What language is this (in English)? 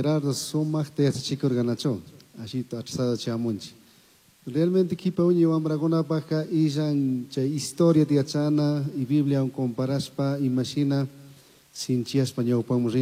Chimborazo Highland Quichua